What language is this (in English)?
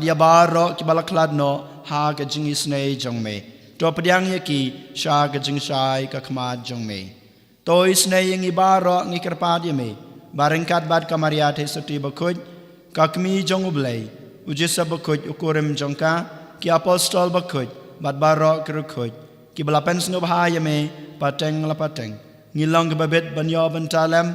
Khasi